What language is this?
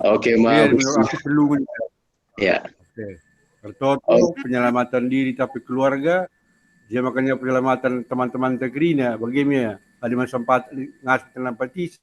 Batak Karo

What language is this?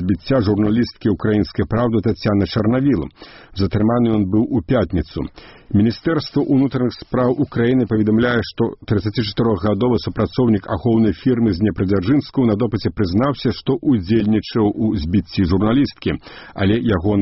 Belarusian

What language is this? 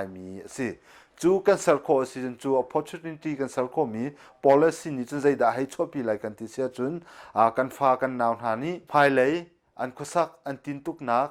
Hakha Chin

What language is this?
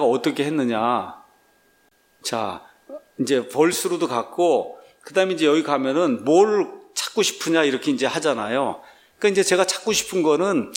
Korean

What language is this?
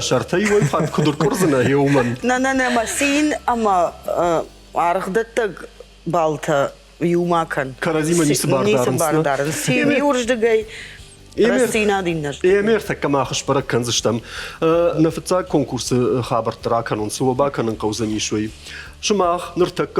Ossetic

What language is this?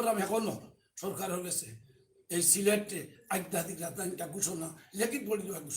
Sylheti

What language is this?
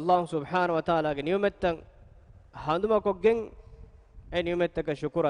Divehi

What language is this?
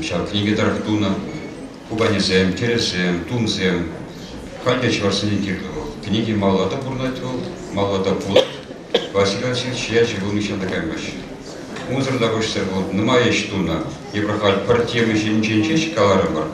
Chuvash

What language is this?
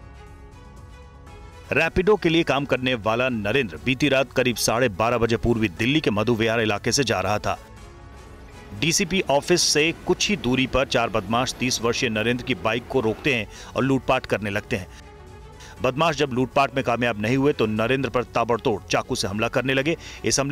Hindi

